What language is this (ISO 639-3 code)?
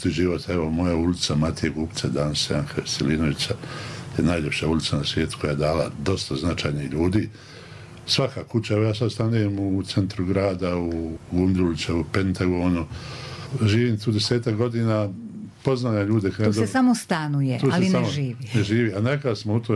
bos